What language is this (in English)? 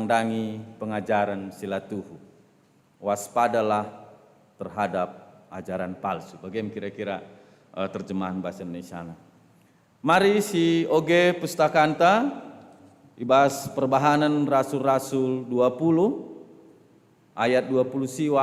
Batak Karo